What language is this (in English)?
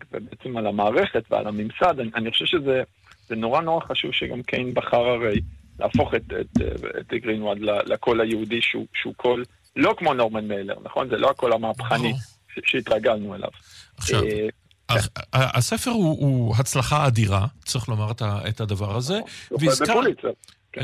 Hebrew